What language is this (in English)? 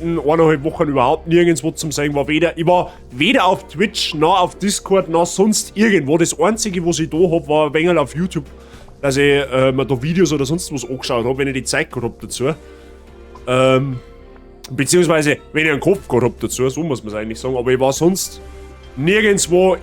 Bavarian